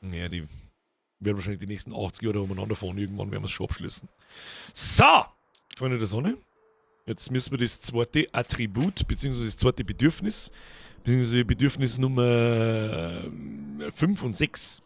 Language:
Bavarian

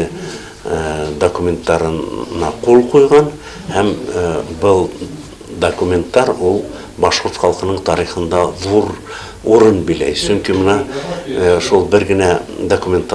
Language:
Bashkir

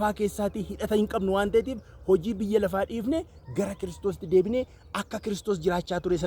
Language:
Oromo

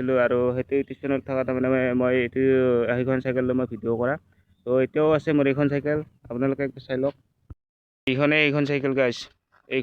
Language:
Assamese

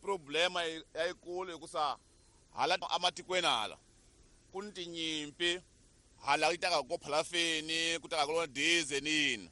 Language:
Tsonga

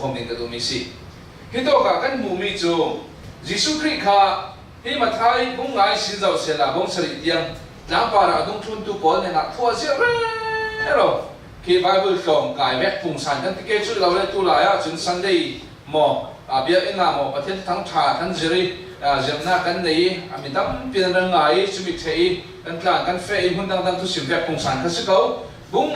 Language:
Falam Chin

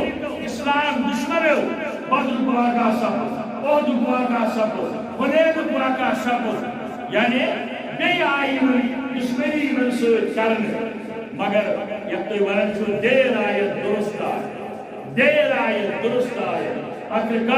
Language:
Kashmiri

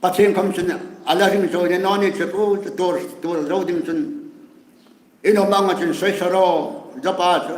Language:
Hmar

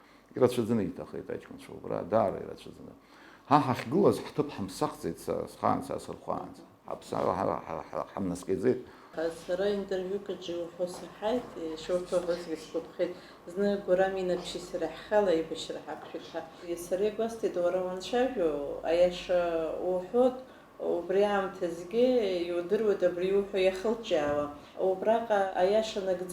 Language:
Abkhazian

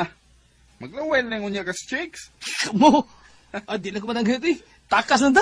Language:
Cebuano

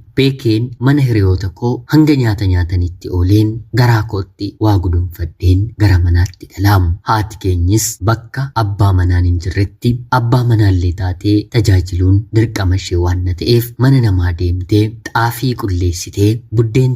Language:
Oromo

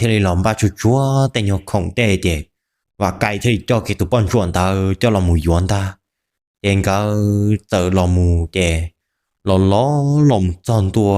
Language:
Hmong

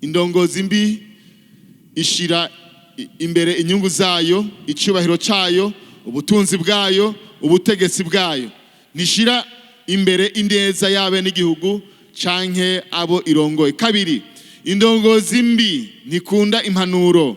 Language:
Rundi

